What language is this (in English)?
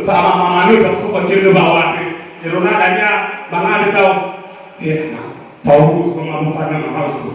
Nias